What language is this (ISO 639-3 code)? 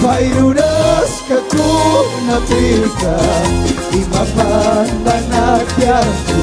qug